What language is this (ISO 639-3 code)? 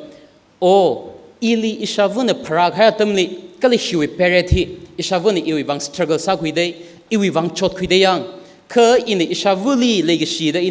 nmf